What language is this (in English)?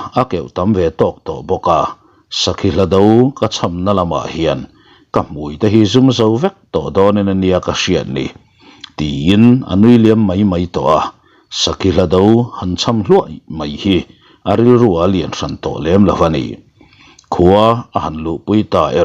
Mizo